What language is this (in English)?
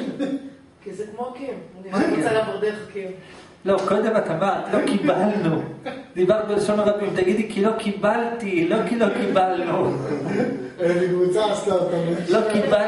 Hebrew